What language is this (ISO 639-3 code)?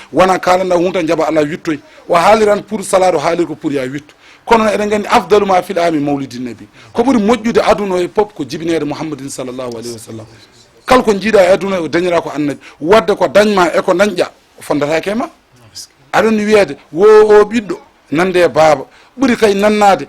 ful